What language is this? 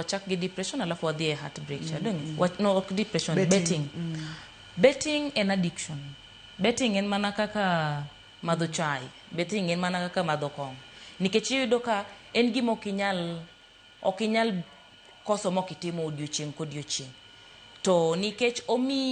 Luo (Kenya and Tanzania)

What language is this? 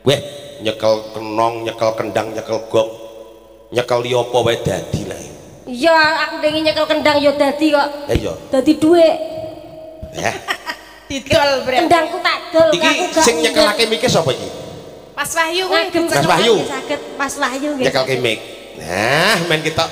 Javanese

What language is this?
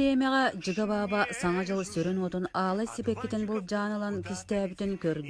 Yakut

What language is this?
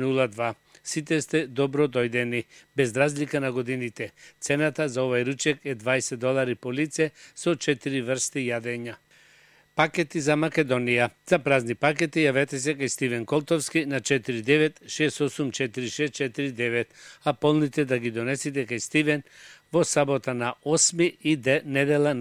Macedonian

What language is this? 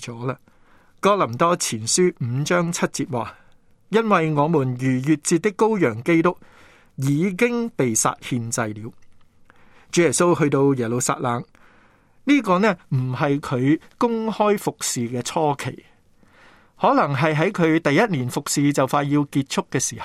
Cantonese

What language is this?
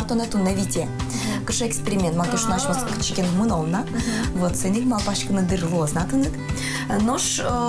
Udmurt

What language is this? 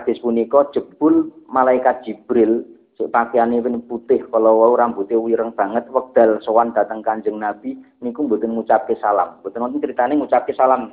Javanese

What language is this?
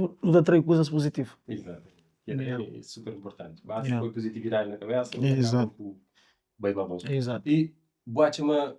Kabuverdianu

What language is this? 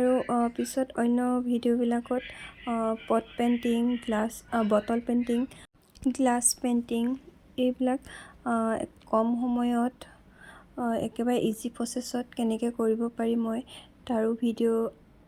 Assamese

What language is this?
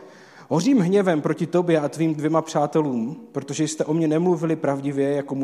Czech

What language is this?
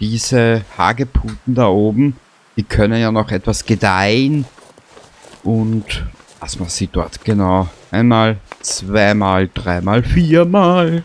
Bavarian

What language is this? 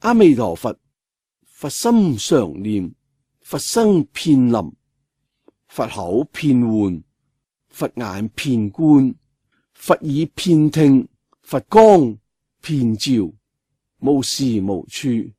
Cantonese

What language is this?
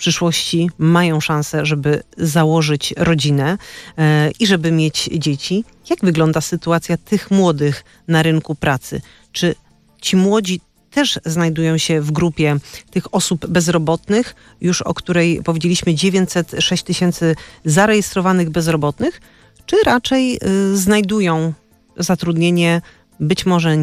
Polish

